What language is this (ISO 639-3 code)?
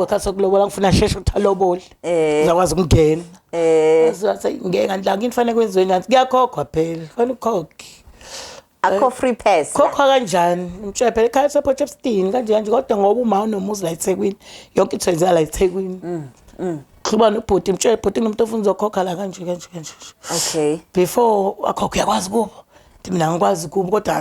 zul